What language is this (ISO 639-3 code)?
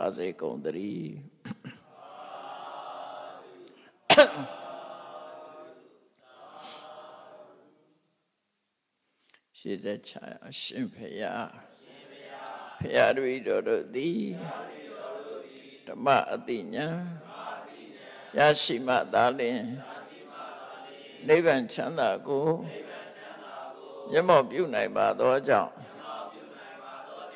mya